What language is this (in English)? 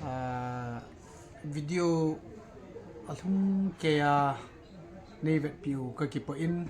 Thado Chin